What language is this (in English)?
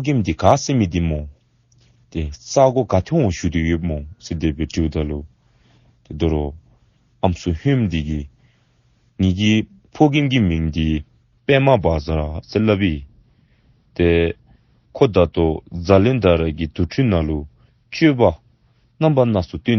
Dzongkha